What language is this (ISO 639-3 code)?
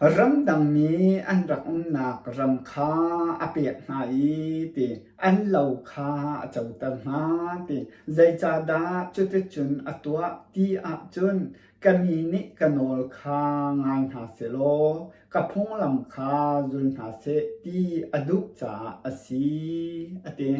cnh